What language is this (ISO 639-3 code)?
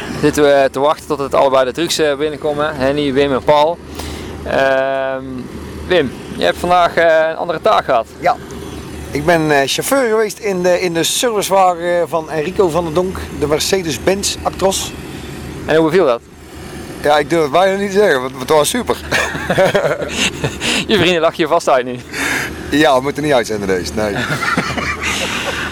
nld